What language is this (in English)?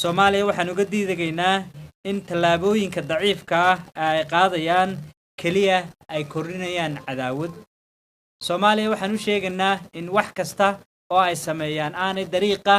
Somali